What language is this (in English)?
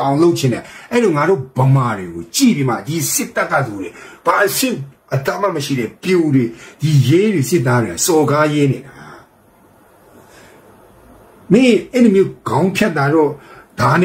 Burmese